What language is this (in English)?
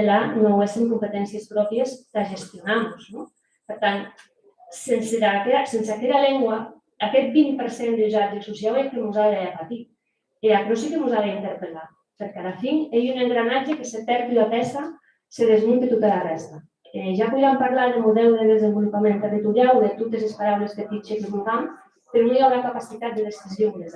Occitan